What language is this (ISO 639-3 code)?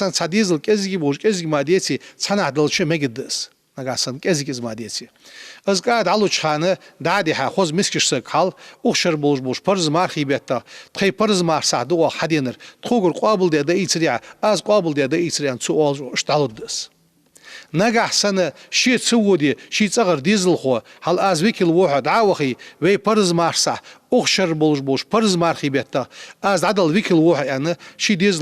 inh